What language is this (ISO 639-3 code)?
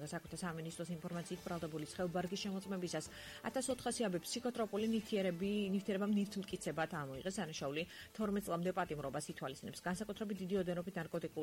kat